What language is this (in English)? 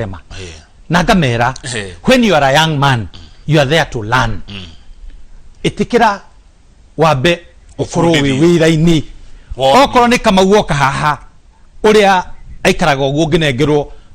Kikuyu